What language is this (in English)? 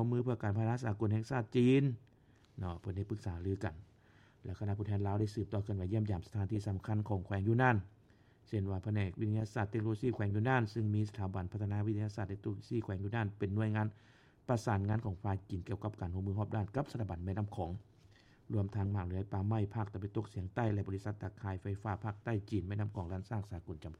Lao